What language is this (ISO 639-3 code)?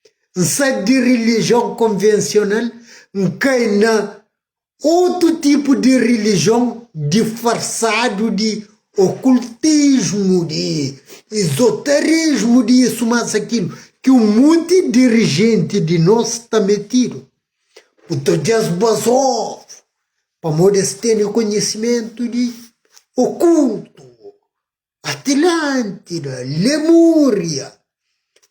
kea